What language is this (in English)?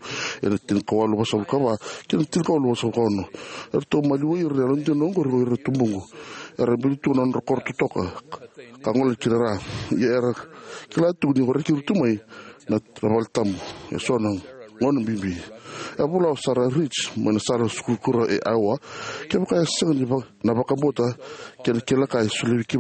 Fijian